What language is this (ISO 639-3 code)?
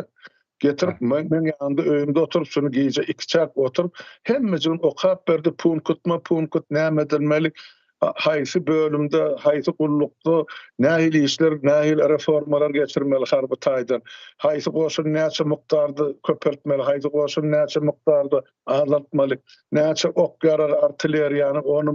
tuk